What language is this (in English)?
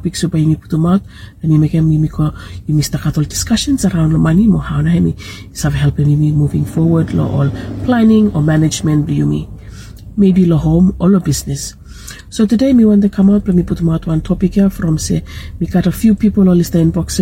Bislama